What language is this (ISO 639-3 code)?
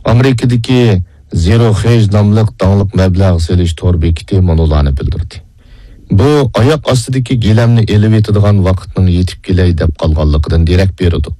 uig